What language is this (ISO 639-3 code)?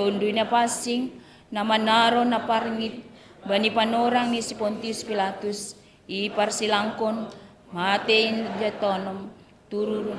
bts